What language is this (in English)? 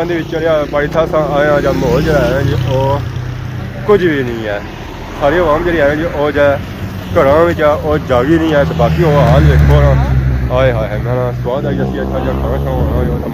Pahari-Potwari